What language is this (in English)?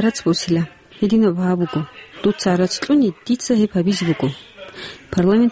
Avaric